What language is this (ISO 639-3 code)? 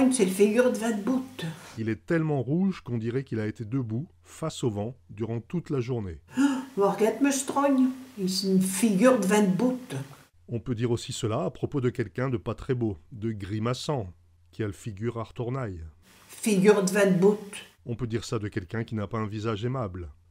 pcd